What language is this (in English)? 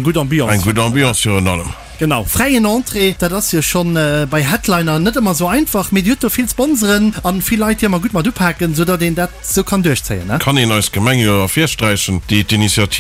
Luxembourgish